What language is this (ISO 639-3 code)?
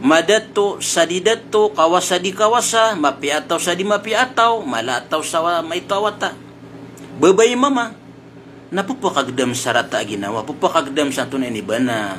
mrw